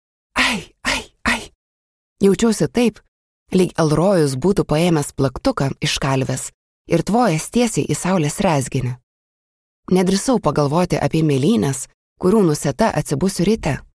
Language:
Lithuanian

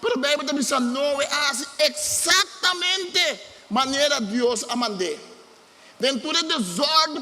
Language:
Papiamento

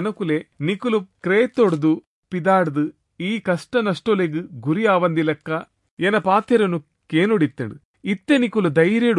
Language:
Tulu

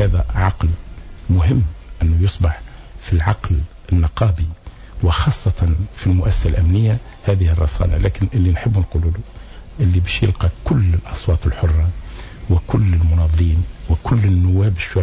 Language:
Tunisian Arabic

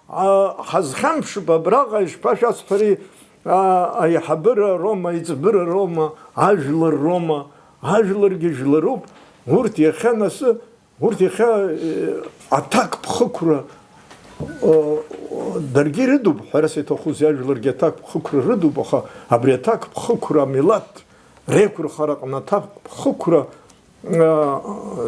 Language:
Abkhazian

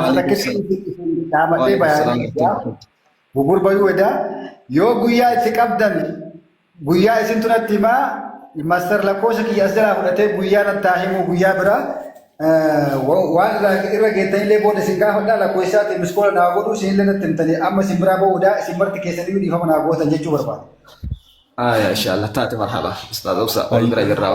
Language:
Oromo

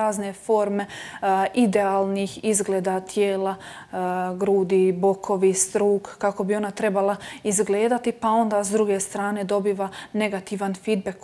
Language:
Croatian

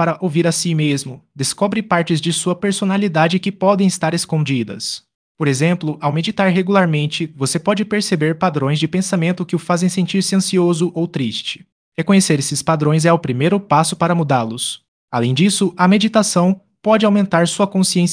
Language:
Portuguese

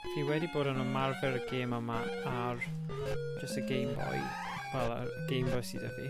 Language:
Welsh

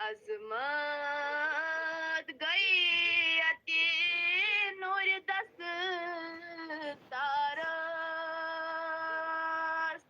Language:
Kashmiri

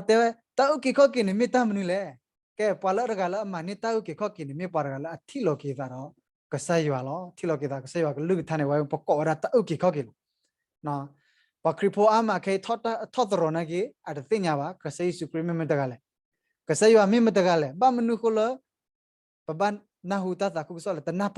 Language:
S'gaw Karen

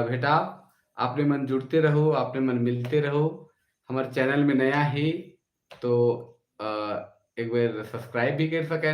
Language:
Sadri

